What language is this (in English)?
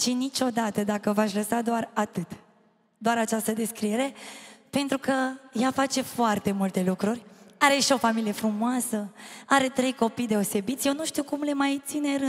Romanian